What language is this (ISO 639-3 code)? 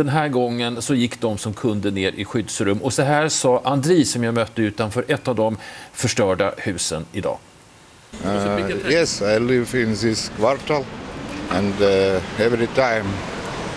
swe